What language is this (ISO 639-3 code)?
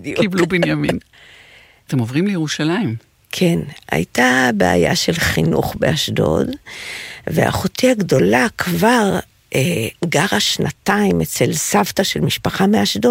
heb